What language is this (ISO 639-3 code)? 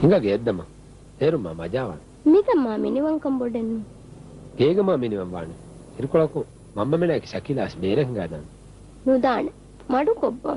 div